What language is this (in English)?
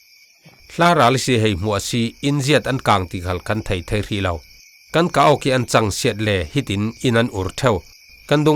Falam Chin